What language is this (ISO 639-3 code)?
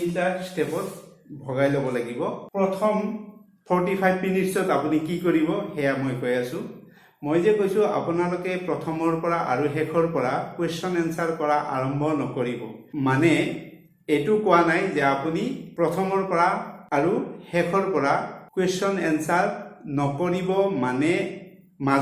asm